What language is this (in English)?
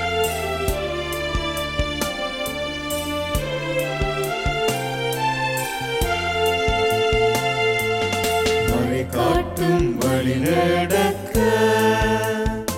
Tamil